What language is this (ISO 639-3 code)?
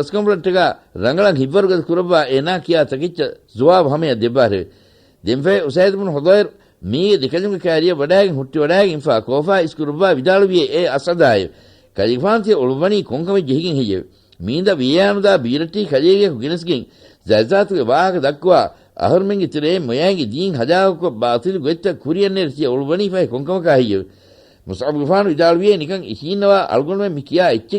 div